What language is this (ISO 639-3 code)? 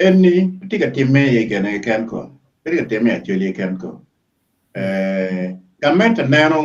ach